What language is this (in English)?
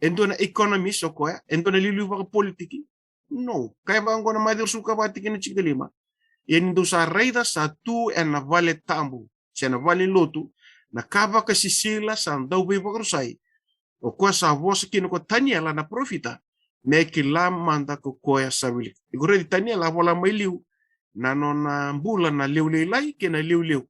Fijian